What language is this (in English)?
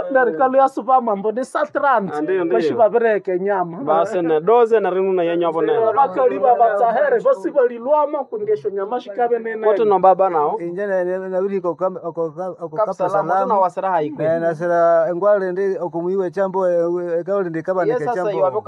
Nande